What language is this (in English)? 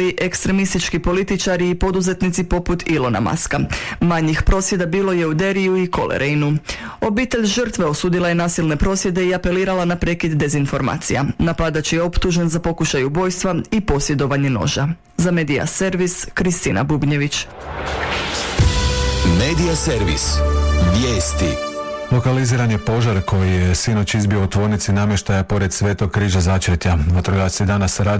Croatian